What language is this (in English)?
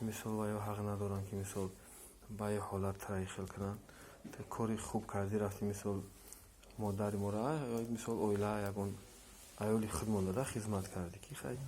Tajik